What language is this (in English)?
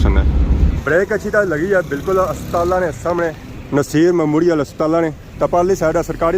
Pahari-Potwari